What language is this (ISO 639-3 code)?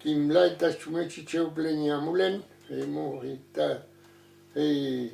arn